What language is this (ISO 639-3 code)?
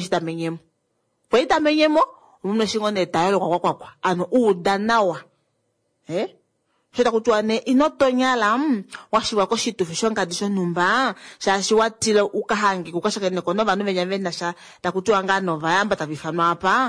kua